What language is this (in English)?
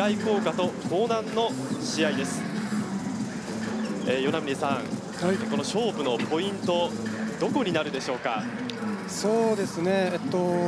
Japanese